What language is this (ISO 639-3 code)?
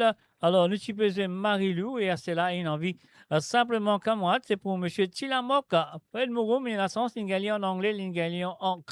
mfe